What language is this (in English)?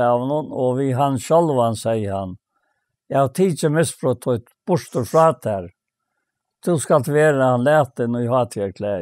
Faroese